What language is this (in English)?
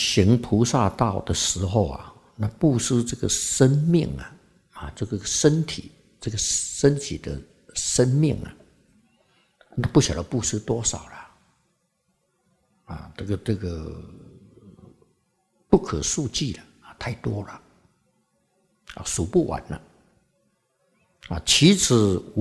Chinese